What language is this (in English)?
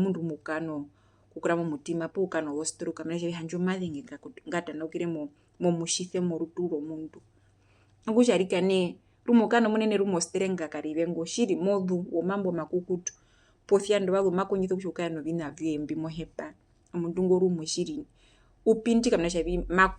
Herero